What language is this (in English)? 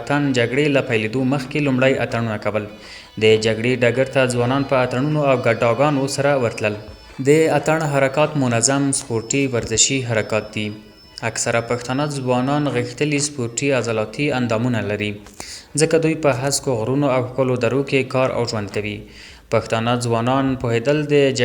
Pashto